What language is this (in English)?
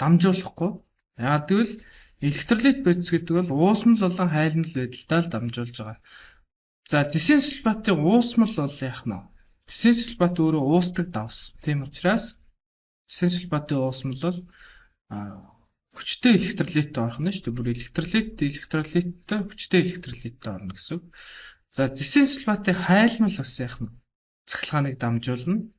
Mongolian